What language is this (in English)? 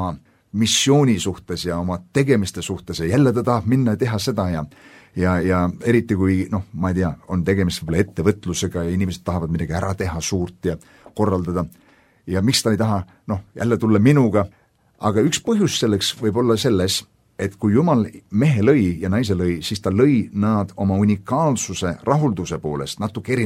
Estonian